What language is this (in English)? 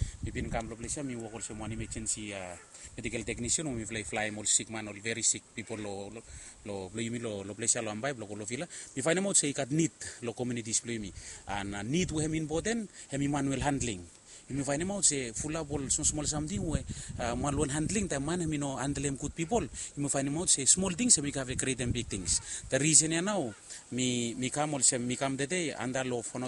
Bislama